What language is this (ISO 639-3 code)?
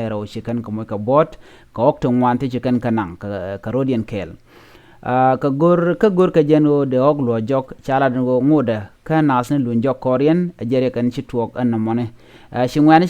nus